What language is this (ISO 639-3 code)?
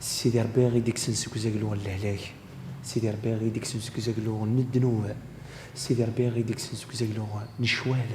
kab